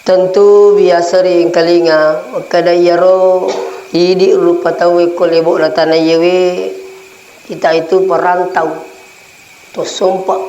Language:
Buginese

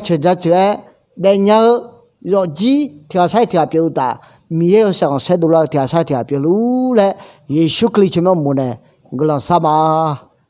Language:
Akha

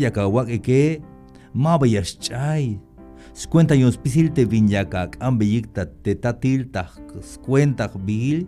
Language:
Tzeltal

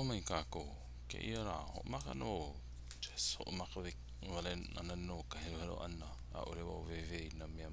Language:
Hawaiian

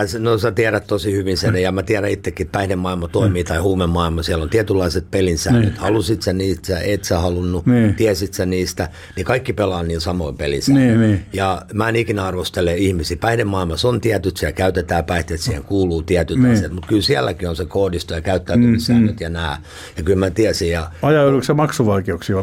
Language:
Finnish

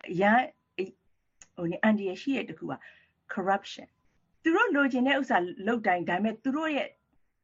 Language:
Burmese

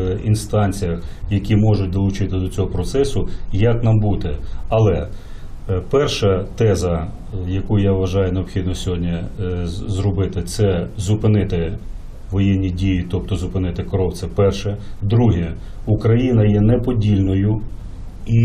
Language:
Ukrainian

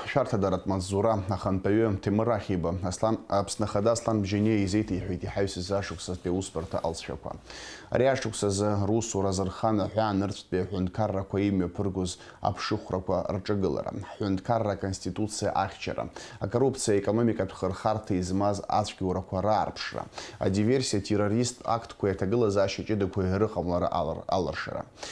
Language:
Abkhazian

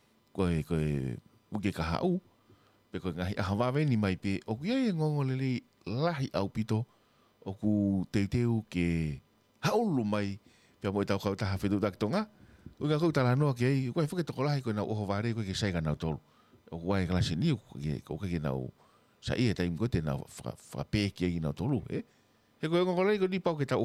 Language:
Tongan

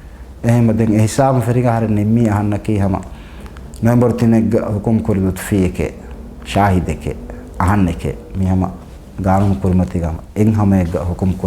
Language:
Divehi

